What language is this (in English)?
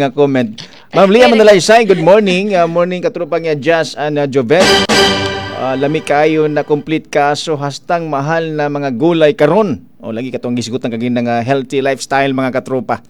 Cebuano